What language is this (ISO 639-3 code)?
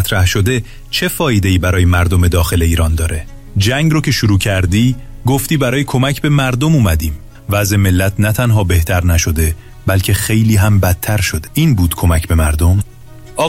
fas